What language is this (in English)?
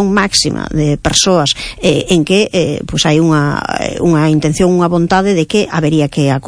Galician